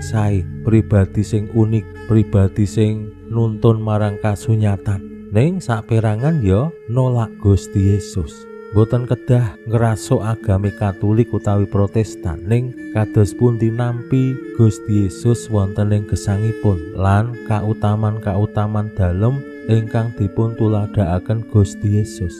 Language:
Javanese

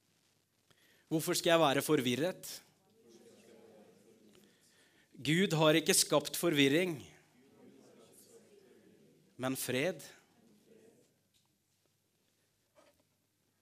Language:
Norwegian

